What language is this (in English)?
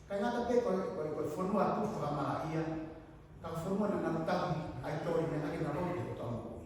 Tongan